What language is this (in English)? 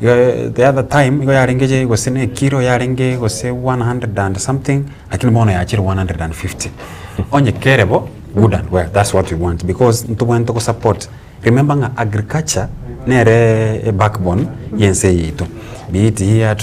Gusii